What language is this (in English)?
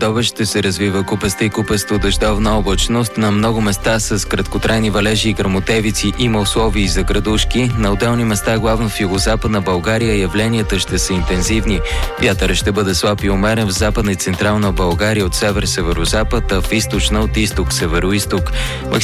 Bulgarian